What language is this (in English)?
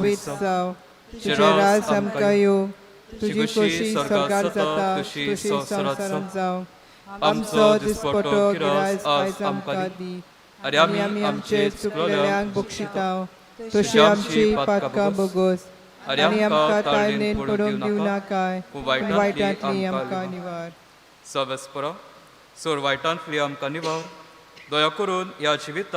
Konkani